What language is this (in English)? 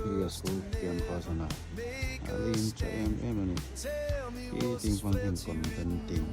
Hmar